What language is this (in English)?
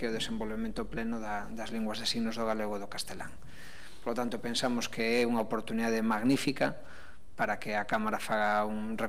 Galician